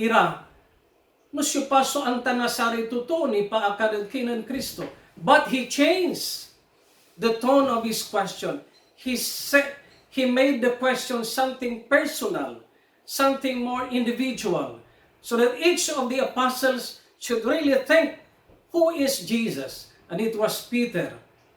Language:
Pangasinan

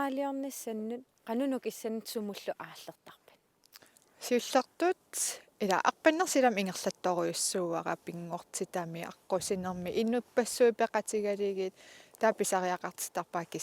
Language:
Kalaallisut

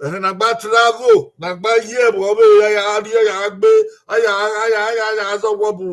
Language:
Bini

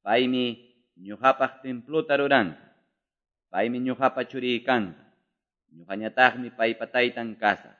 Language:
Quechua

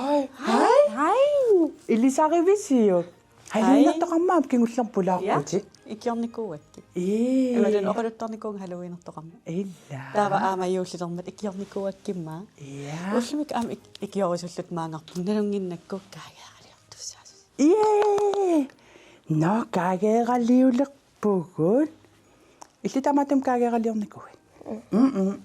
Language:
Kalaallisut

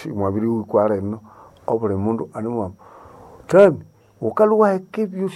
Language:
Nande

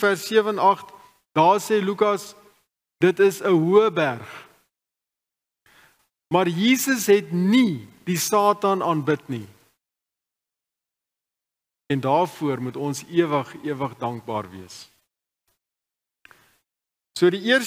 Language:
Afrikaans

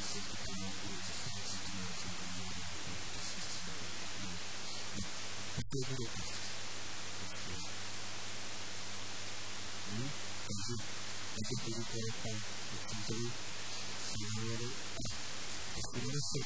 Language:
Czech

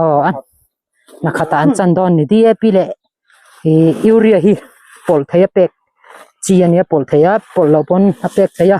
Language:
Mizo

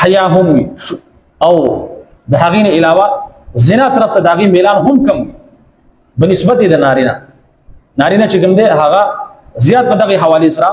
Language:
Pashto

